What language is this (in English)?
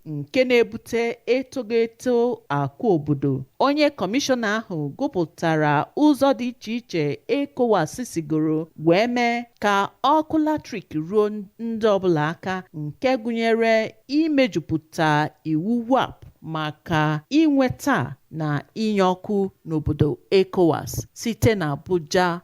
Igbo